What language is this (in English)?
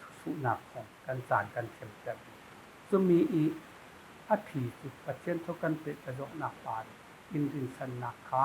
Falam Chin